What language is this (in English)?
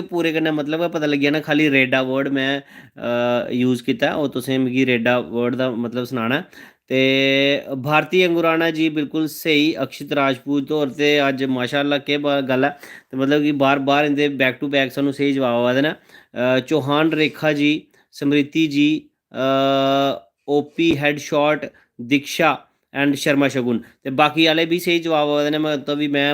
Dogri